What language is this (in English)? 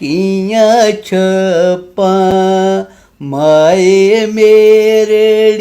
Dogri